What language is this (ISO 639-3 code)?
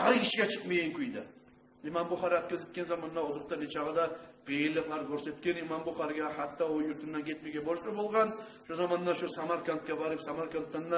kum